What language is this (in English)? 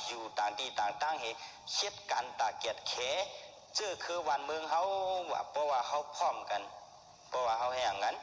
Shan